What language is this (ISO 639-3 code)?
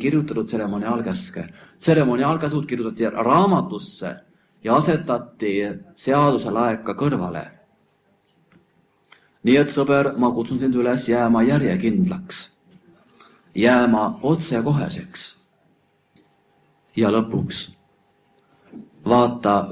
est